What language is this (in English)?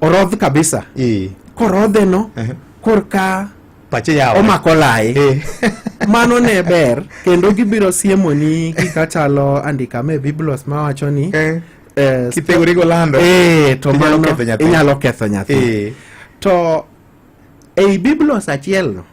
Luo (Kenya and Tanzania)